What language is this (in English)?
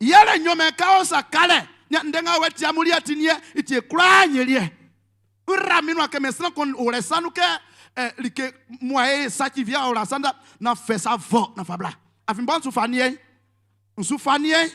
Baoulé